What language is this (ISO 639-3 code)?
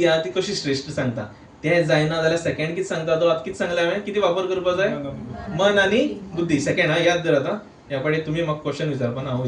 kok